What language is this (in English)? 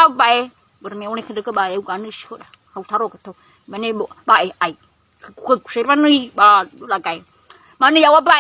Nias